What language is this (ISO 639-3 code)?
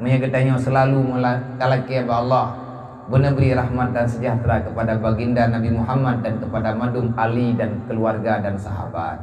ace